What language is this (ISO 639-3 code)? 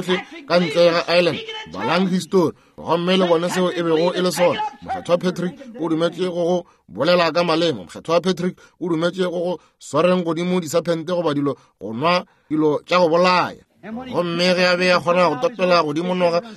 nso